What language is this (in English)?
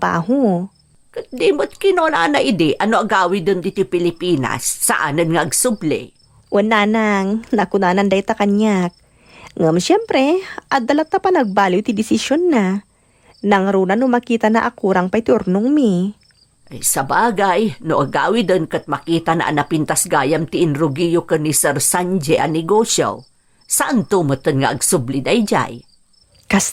Iloko